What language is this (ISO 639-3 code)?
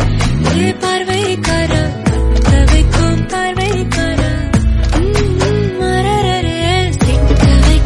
tam